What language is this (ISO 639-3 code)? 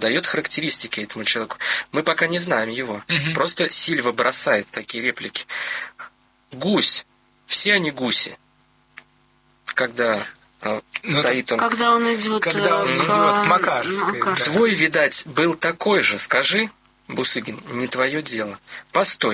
rus